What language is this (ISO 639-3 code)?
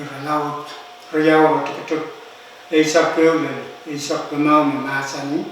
pon